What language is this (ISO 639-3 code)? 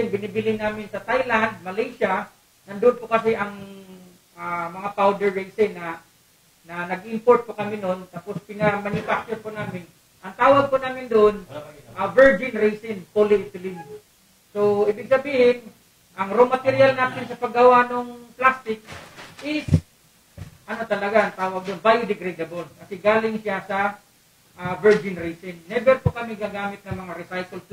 fil